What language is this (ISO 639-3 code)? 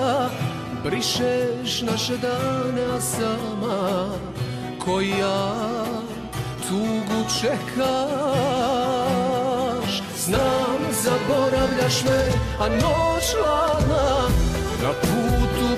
srp